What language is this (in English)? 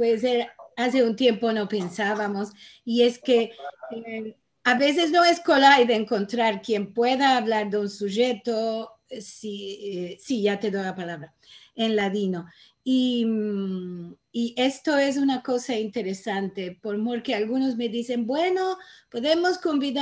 Ladino